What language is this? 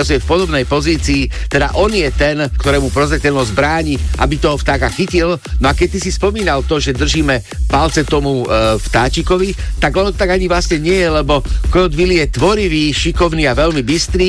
Slovak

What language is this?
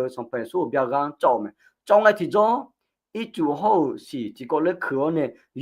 Akha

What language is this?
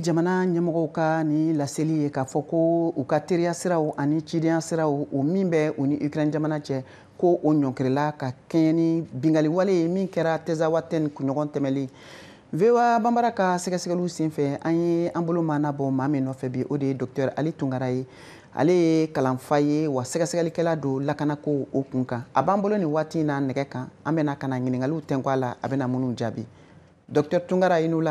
Bambara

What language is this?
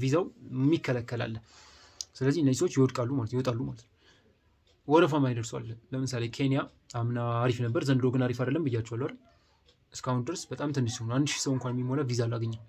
Amharic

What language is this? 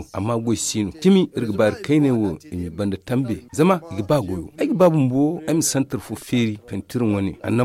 Zarma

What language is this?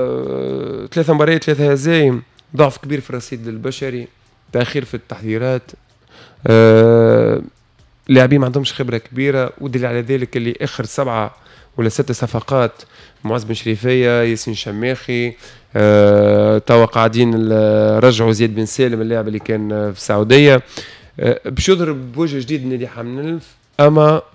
Tunisian Arabic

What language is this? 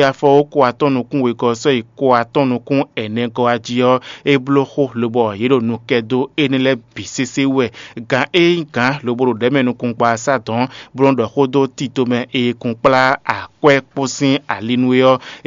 Fon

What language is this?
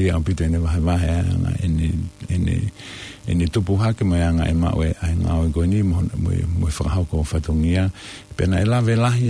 Tongan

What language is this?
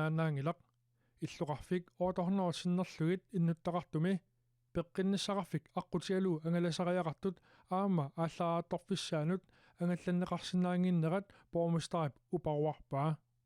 Kalaallisut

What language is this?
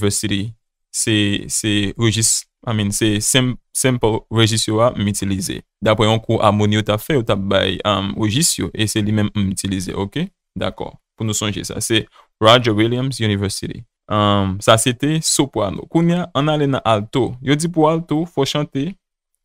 Haitian Creole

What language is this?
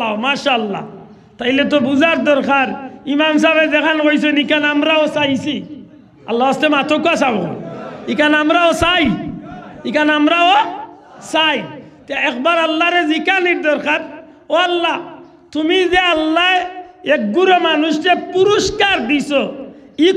Sylheti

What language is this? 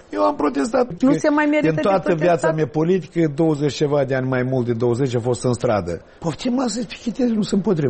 Romanian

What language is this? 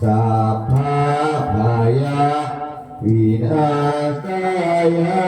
Pali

